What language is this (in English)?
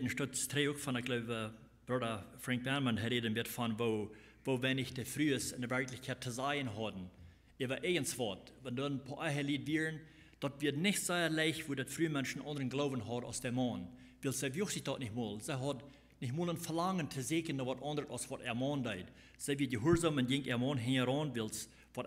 Plautdietsch